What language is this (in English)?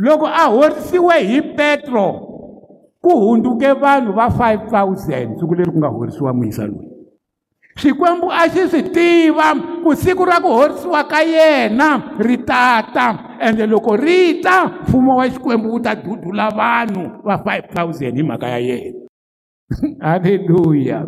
Tsonga